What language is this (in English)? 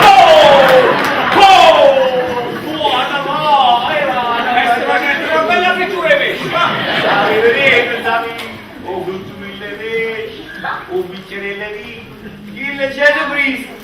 Neapolitan